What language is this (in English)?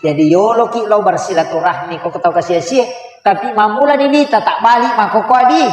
Buginese